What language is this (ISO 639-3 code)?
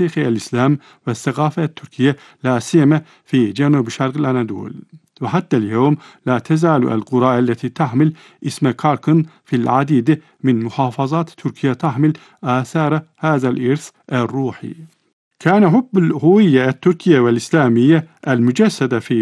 ara